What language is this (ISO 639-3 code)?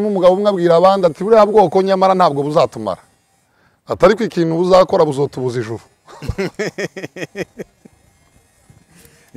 kin